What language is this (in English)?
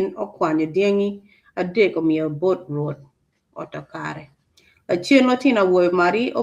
Acoli